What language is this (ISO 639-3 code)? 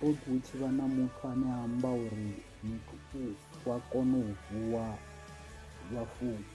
ven